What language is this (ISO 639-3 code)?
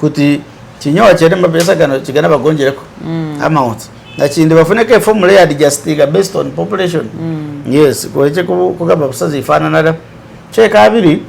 myx